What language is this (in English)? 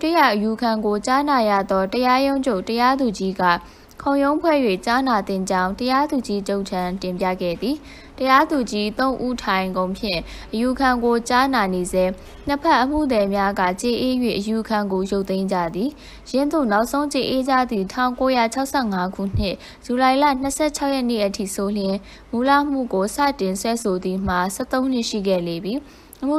Burmese